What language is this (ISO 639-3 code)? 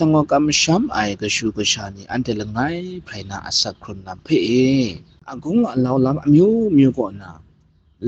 kac